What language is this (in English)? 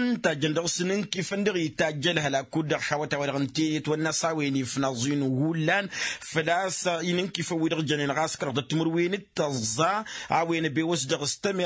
Tamasheq